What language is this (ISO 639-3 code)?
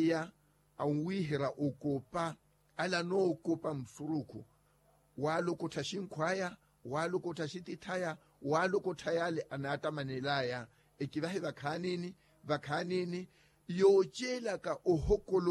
vmw